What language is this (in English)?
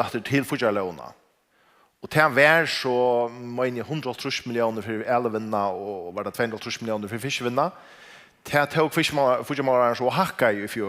Faroese